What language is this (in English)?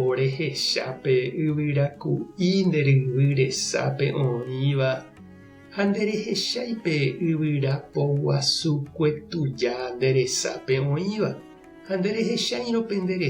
Guarani